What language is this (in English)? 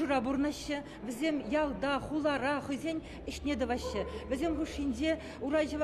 Chuvash